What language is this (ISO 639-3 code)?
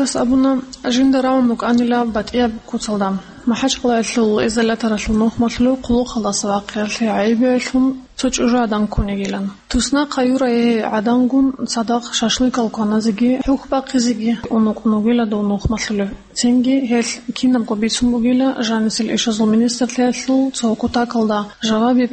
ava